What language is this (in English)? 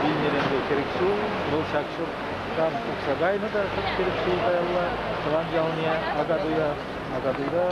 Chuvash